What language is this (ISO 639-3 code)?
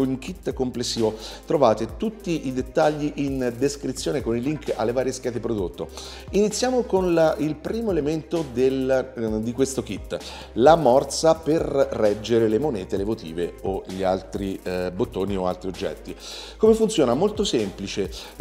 ita